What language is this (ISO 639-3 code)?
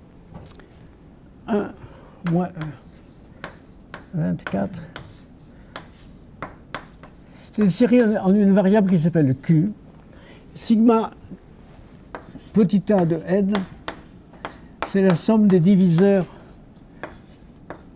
fra